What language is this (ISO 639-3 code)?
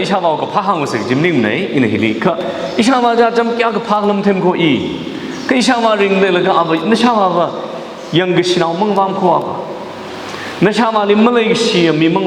nmf